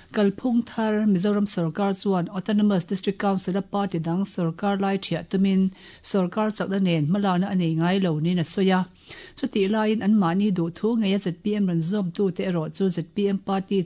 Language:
Mizo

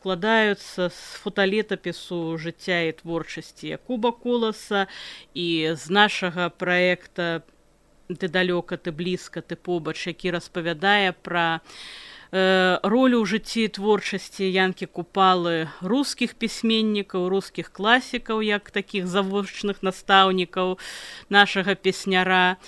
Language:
Belarusian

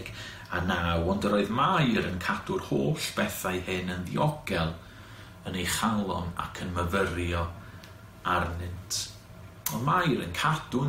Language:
Welsh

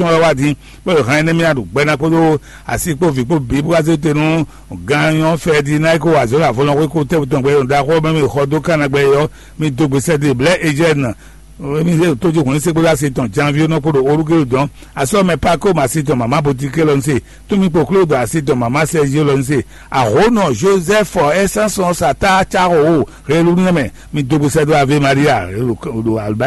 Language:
Fon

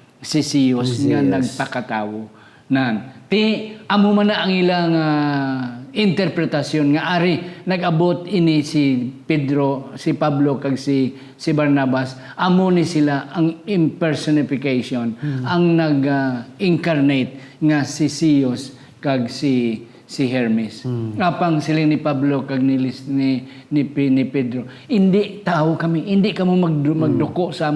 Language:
Hiligaynon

